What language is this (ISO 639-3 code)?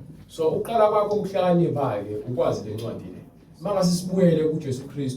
zul